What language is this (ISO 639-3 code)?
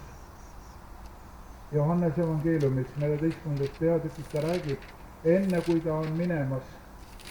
est